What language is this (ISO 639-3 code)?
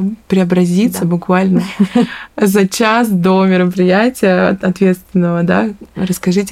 rus